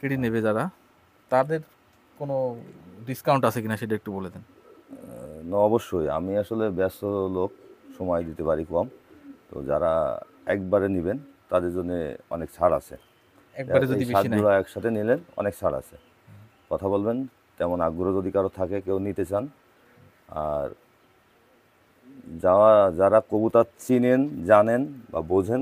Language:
Bangla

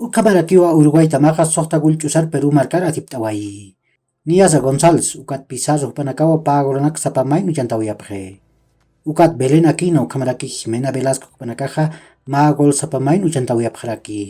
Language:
Aymara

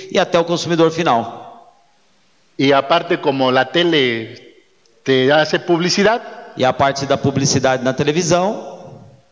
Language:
Portuguese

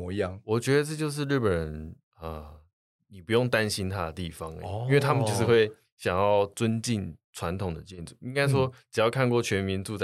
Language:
Chinese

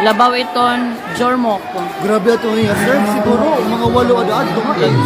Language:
Waray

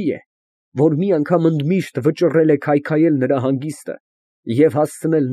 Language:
Armenian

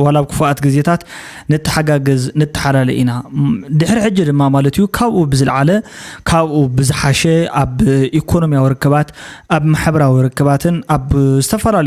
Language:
Tigrinya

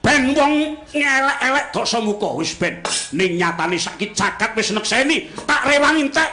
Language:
Javanese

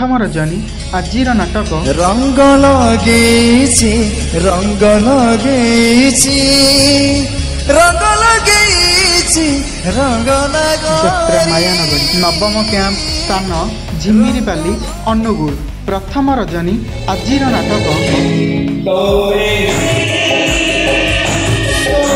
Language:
Odia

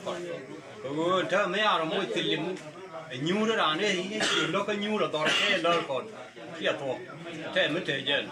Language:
Nuer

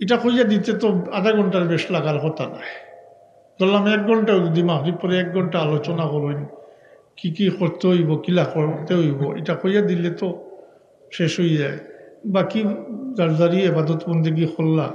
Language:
Sylheti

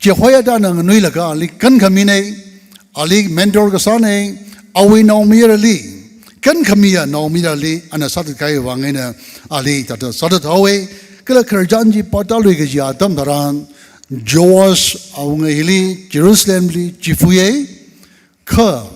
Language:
Tangkhul Naga (India)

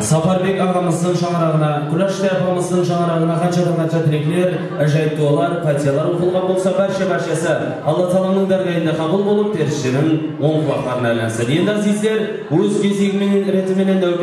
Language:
Kara-Kalpak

